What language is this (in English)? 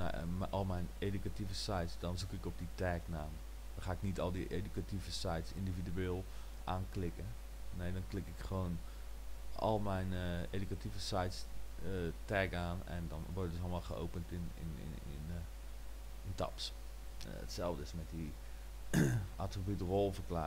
Dutch